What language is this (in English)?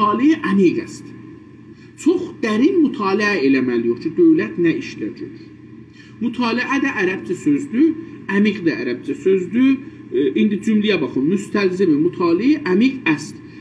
South Azerbaijani